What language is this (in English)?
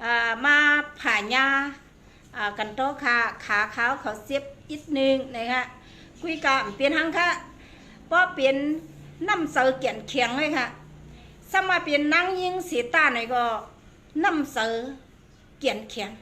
Shan